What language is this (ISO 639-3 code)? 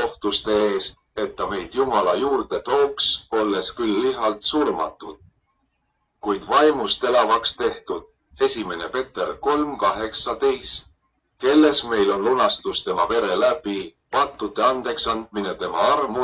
est